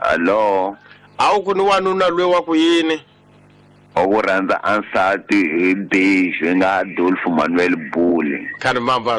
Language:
Tsonga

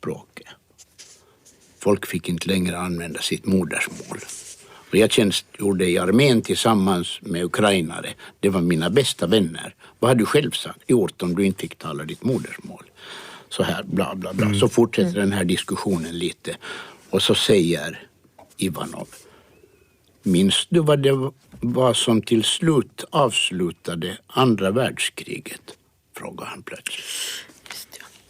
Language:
Swedish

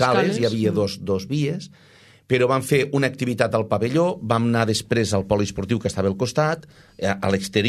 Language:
Catalan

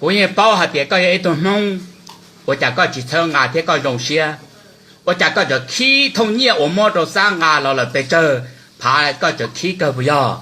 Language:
Hmong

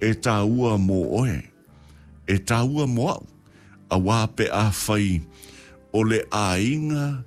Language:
Samoan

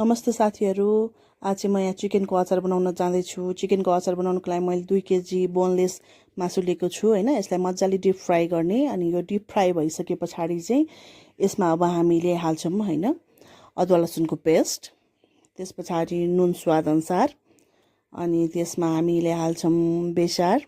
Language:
Nepali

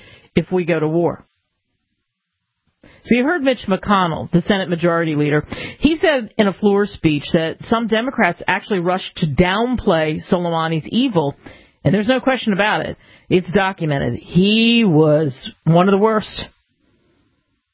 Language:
English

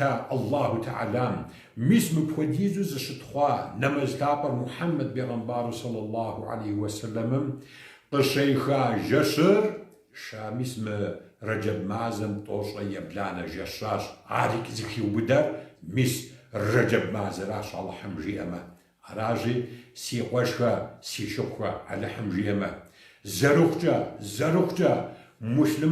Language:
Kabardian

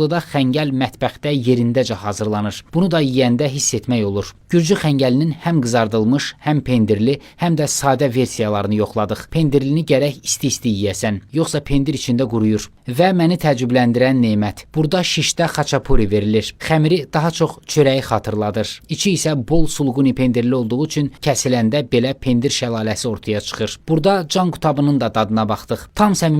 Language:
Azerbaijani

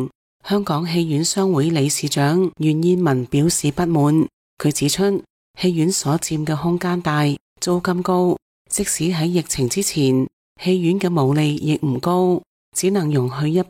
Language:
Cantonese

